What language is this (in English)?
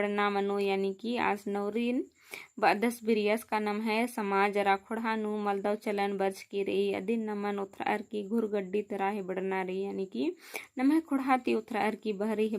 Kurukh